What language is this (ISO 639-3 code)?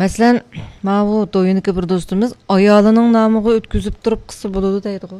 uig